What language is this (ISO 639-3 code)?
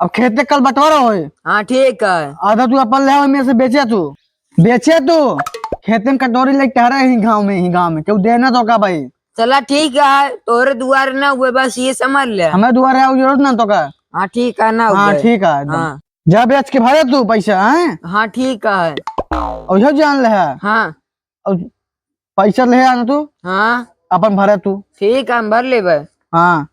awa